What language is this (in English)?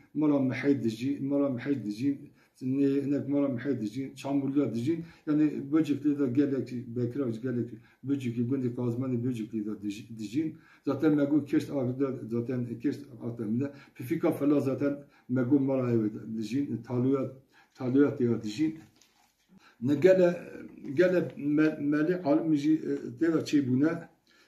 Kurdish